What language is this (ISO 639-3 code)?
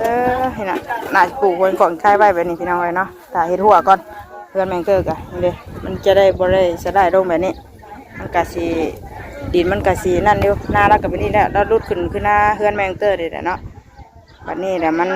tts